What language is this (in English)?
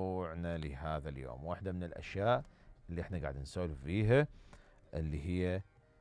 Mesopotamian Arabic